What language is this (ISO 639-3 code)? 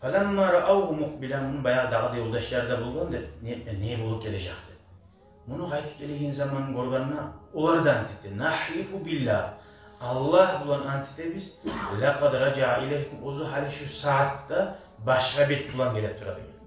kum